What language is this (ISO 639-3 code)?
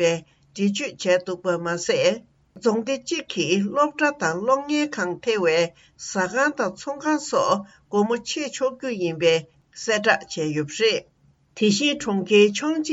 bod